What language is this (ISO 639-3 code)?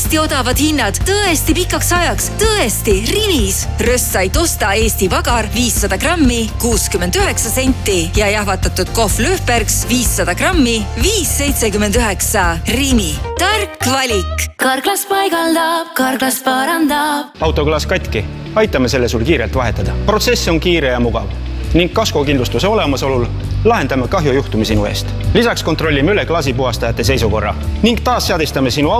est